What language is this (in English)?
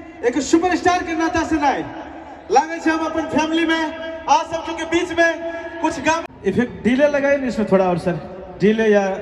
Maithili